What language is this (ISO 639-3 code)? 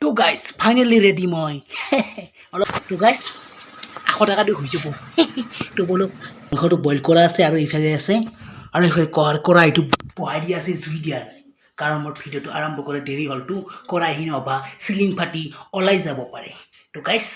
asm